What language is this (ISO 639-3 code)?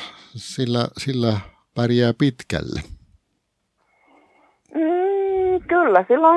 fin